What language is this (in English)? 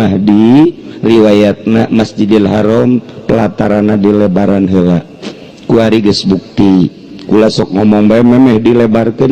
Sundanese